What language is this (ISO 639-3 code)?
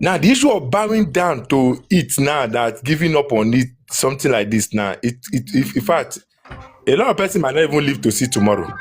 pcm